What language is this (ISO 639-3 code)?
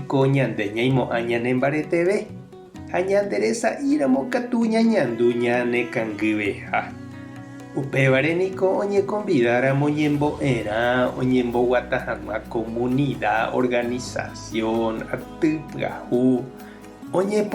grn